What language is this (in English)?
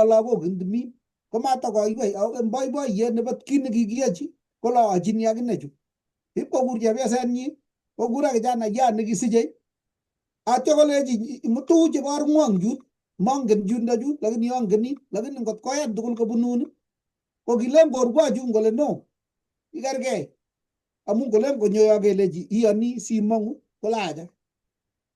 Kalenjin